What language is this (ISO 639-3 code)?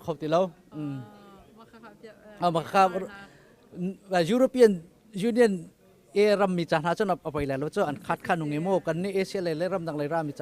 cnh